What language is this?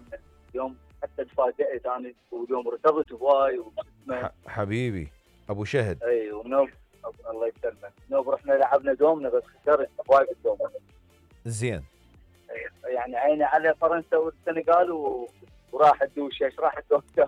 Mesopotamian Arabic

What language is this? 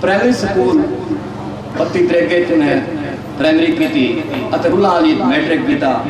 Saraiki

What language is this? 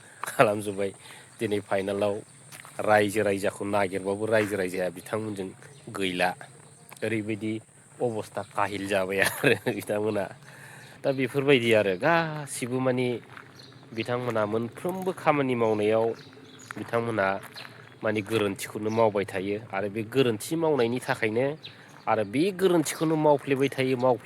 Bodo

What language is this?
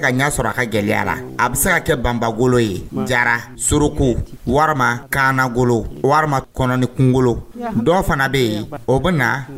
Dyula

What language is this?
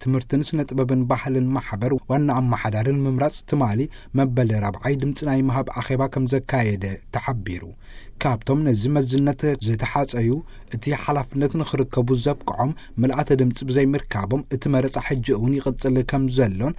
Tigrinya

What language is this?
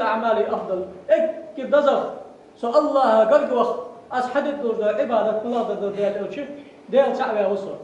Ingush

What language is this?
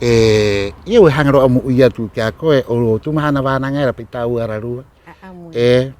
Rapanui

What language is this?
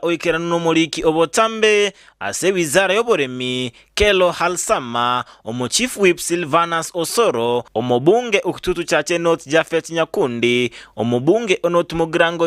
Gusii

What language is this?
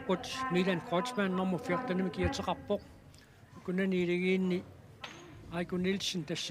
Kalaallisut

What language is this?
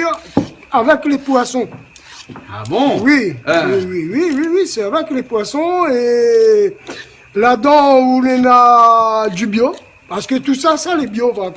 Réunion Creole French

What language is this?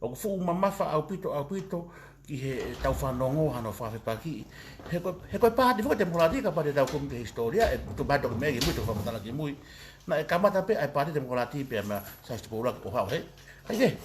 Tongan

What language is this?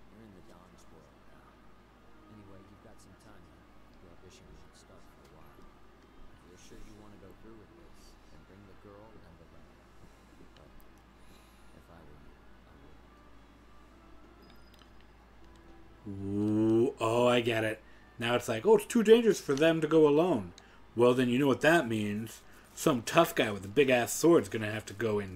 English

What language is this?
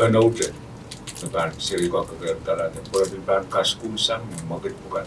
Pohnpeian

